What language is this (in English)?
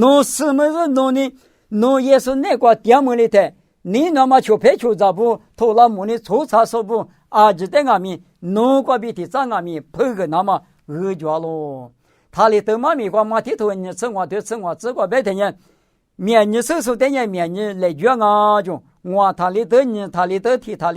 Lisu